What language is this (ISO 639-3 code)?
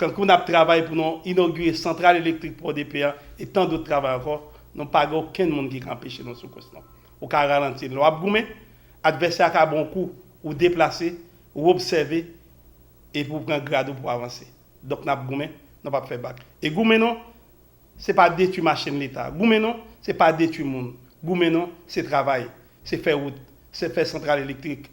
hat